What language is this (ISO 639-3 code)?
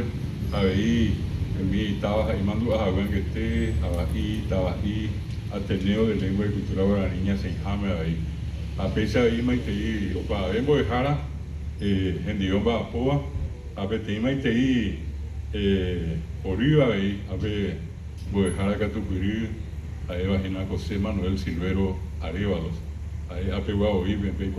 grn